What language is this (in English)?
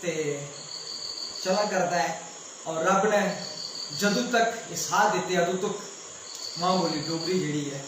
Dogri